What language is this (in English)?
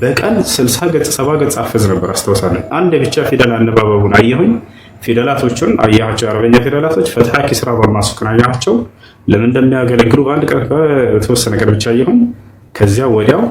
Amharic